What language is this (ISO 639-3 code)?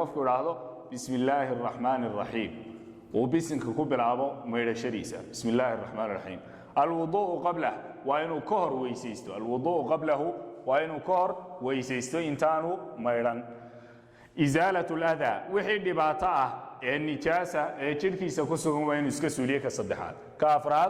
som